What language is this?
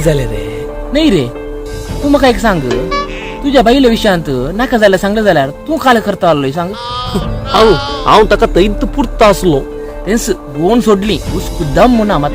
Konkani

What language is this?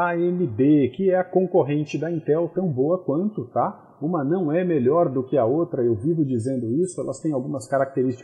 Portuguese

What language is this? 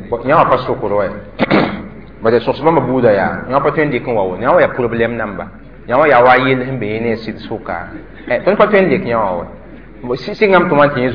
Mossi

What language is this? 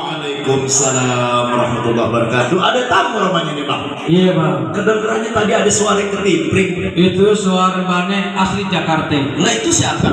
Betawi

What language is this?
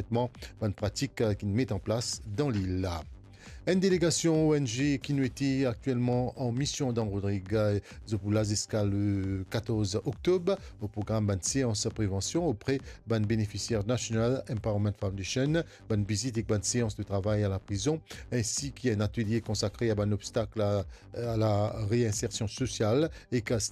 Morisyen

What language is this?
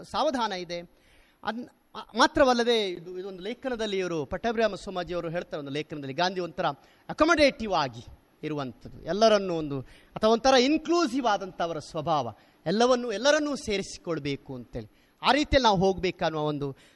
Kannada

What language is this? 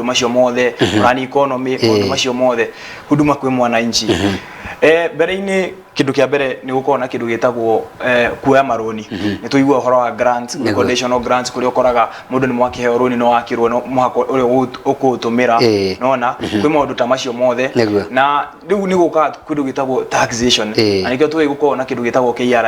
Kikuyu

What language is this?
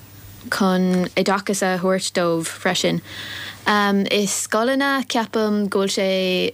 Irish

